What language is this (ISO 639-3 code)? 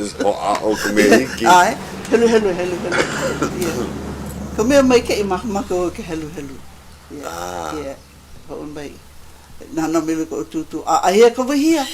haw